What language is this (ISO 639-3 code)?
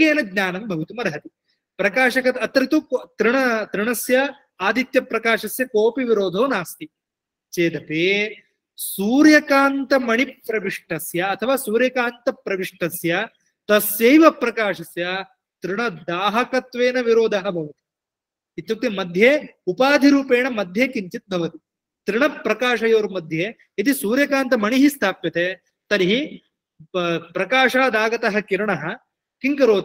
san